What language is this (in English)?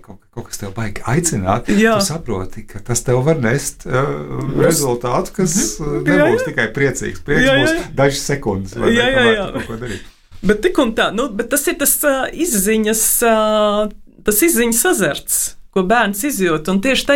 Latvian